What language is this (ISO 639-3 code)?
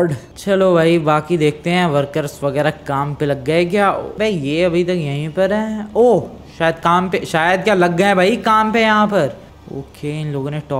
hin